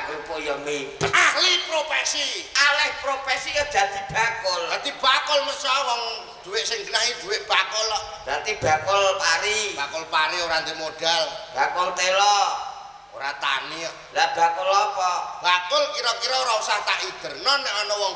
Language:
Javanese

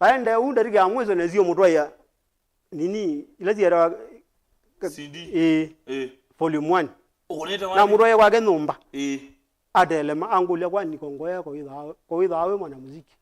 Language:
Kamba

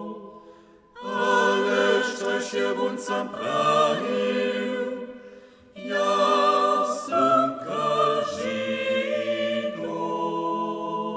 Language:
Upper Sorbian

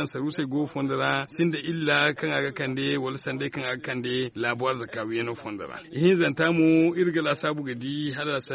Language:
Zarma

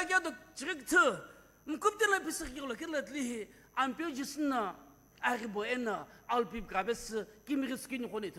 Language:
Sumi Naga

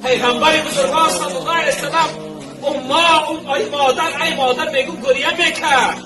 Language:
Tajik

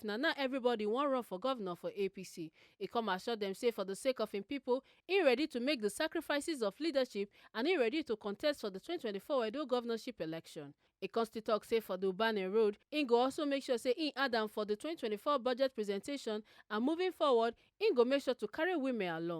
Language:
Nigerian Pidgin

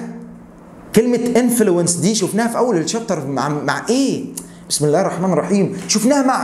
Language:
Egyptian Arabic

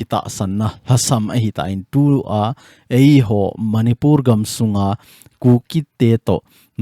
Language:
Thado Chin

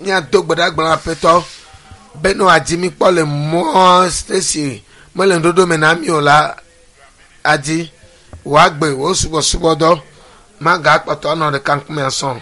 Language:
Ewe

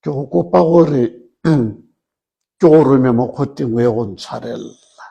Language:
Tswana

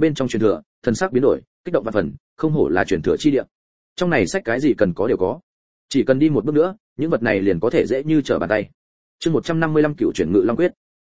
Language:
Vietnamese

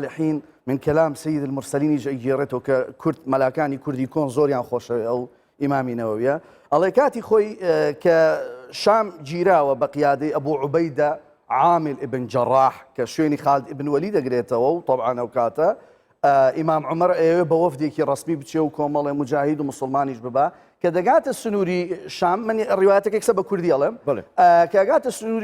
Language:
Central Kurdish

